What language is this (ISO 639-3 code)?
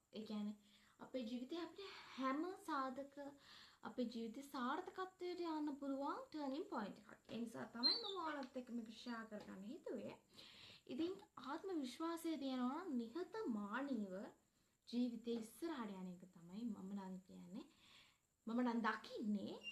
sin